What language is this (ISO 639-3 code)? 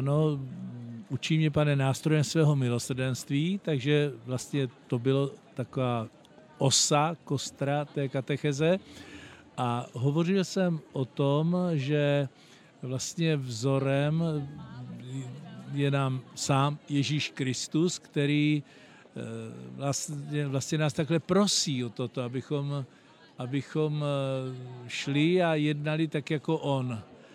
ces